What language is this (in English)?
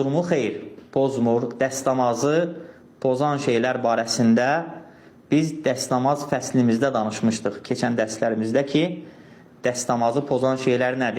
Azerbaijani